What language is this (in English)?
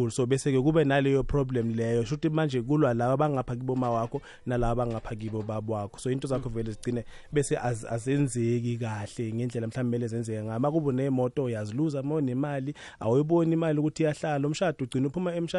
South Ndebele